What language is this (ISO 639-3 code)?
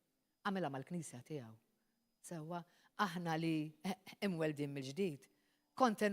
mlt